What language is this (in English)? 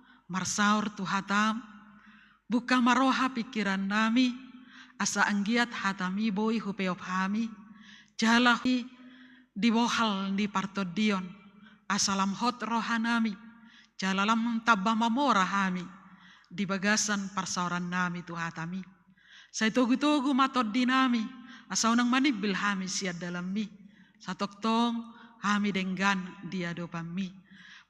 Batak Toba